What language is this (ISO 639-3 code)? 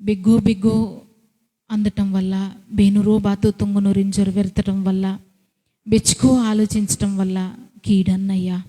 kff